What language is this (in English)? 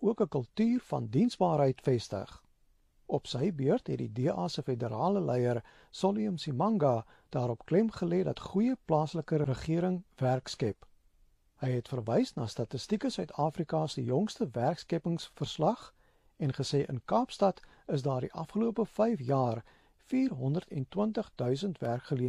Afrikaans